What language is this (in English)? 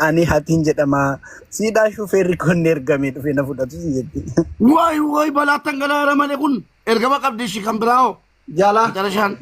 Oromo